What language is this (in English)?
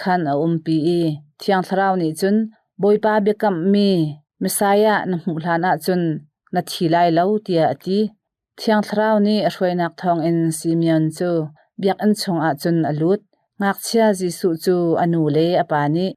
Hakha Chin